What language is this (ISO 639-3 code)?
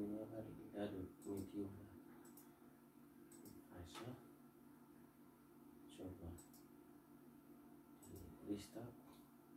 ind